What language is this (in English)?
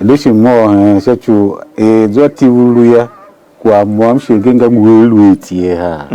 Tiv